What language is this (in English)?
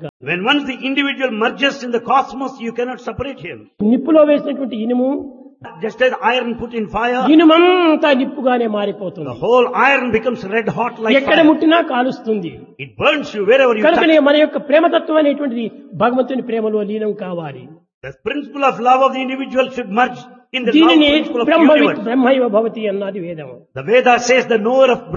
Telugu